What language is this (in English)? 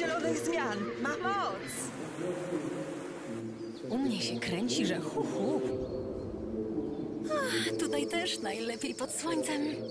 Polish